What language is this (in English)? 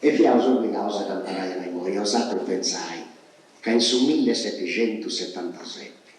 Sardinian